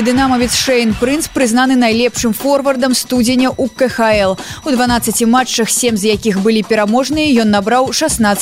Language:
Belarusian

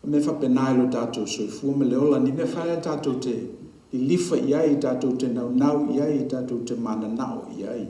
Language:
Samoan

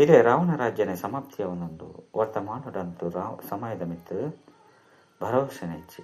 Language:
Tulu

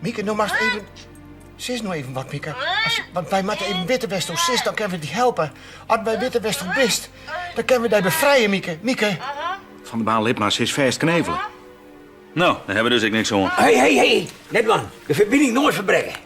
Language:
Western Frisian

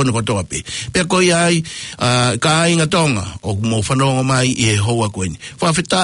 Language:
Tongan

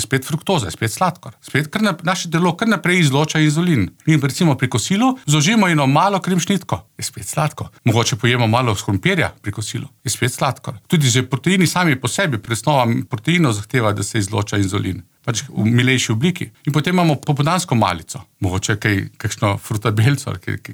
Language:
Slovenian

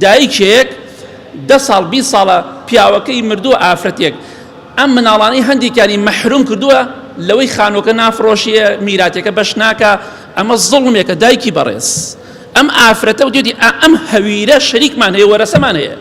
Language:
Central Kurdish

